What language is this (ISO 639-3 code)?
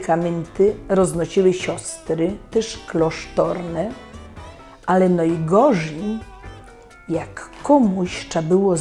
szl